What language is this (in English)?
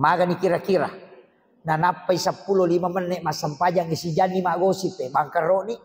Buginese